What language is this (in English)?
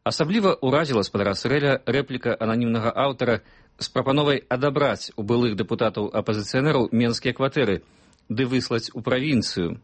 Belarusian